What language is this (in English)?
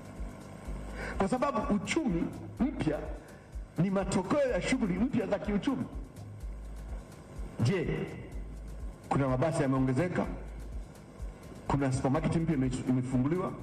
Swahili